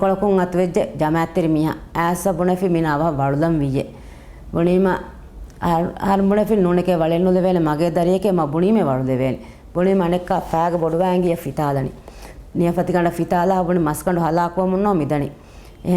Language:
Divehi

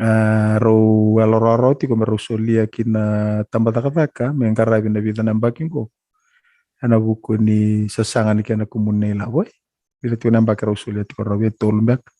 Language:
Fijian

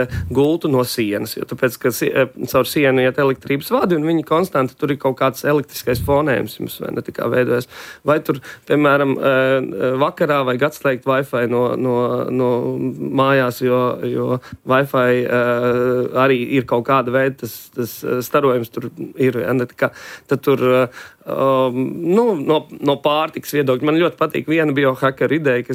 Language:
Latvian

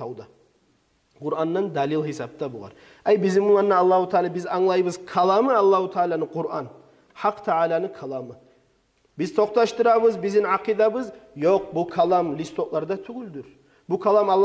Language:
Kumyk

